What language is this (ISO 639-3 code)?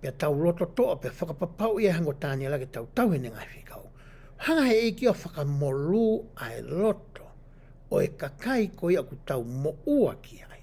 ton